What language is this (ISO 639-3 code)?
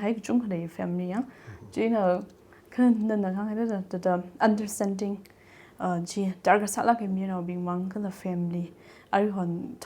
nmf